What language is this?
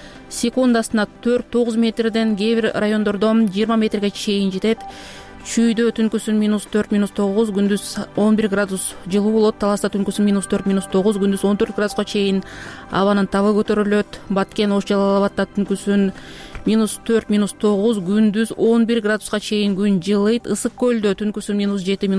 Kyrgyz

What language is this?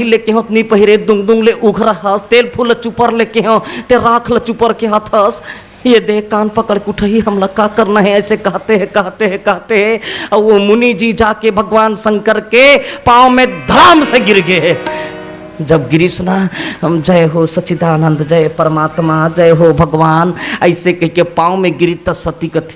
Chhattisgarhi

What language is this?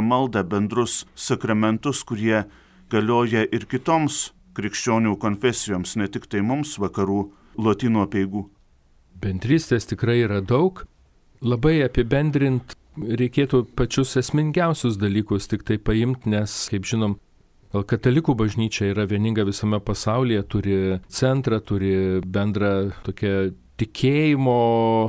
Lithuanian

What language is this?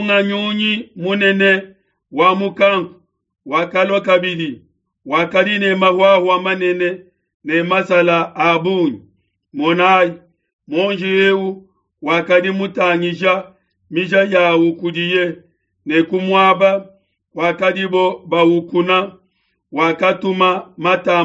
Luba-Lulua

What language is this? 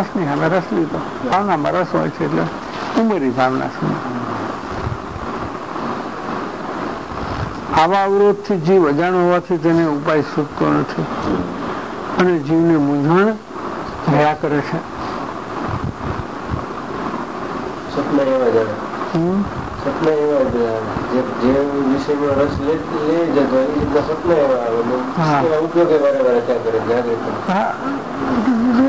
Gujarati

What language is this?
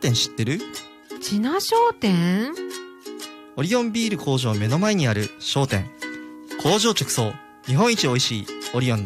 Japanese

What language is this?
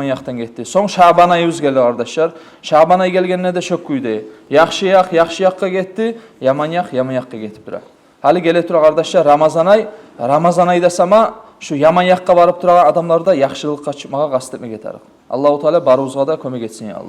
Kumyk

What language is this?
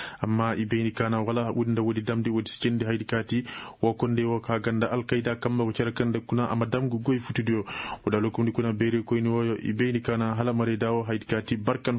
Koyraboro Senni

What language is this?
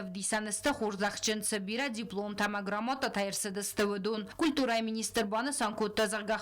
Ossetic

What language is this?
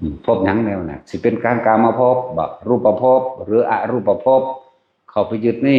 Northeastern Thai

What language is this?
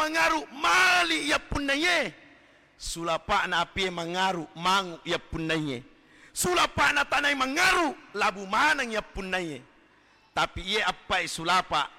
Buginese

